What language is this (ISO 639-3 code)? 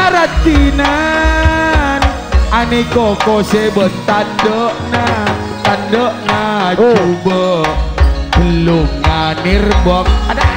mad